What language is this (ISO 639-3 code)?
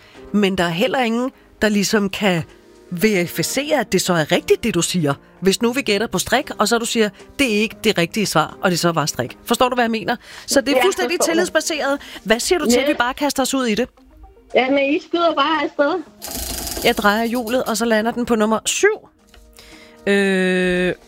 dan